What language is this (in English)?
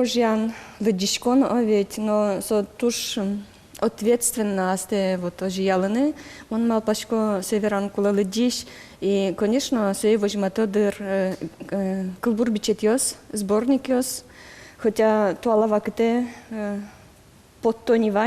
Udmurt